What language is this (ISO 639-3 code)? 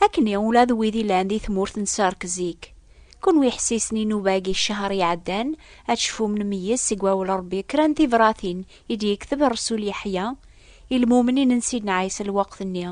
kab